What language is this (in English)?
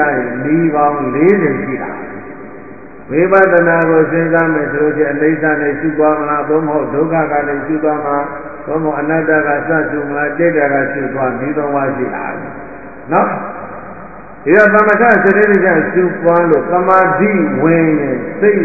Burmese